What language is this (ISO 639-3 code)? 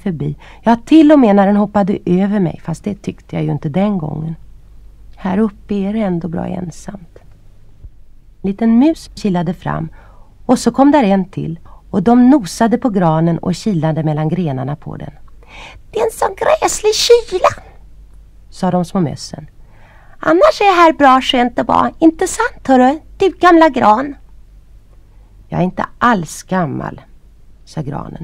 swe